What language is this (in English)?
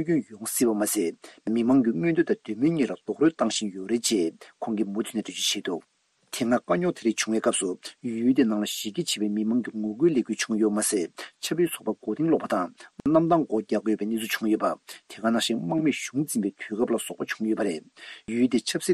Tibetan